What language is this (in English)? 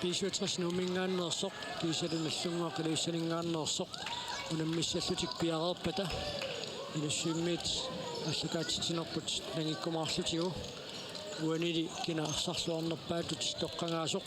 Kalaallisut